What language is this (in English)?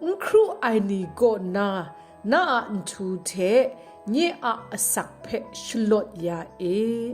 Kachin